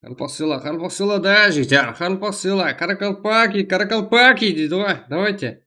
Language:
Kara-Kalpak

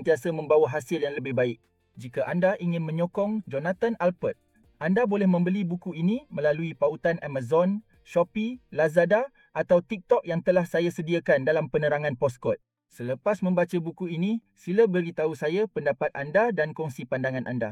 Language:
Malay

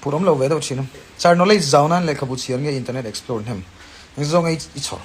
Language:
Mizo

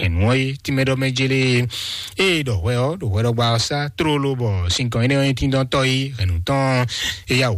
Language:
Fon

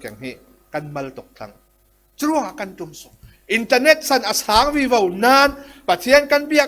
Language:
Falam Chin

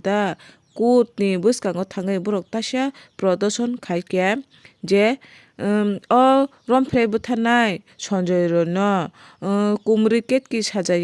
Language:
Kok Borok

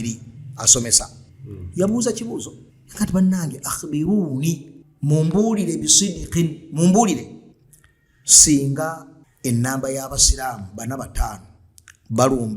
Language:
Ganda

